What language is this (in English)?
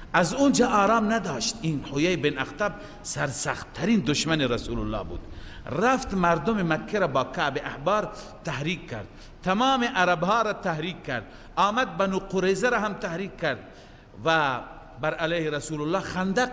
Persian